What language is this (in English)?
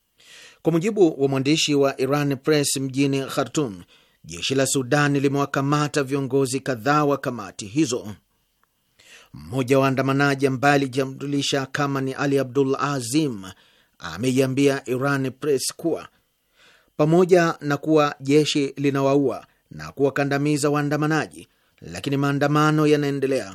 Swahili